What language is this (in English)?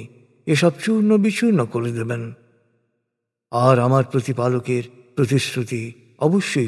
Bangla